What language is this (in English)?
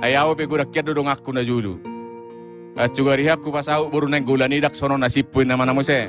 Batak Toba